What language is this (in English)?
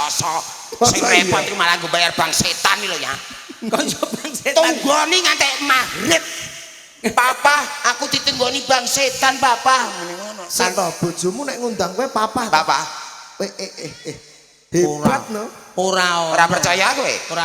Javanese